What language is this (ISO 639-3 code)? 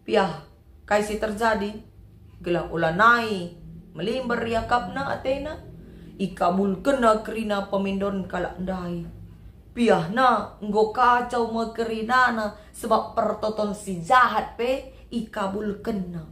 btx